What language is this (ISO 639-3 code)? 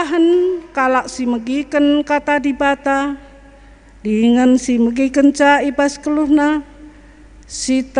btx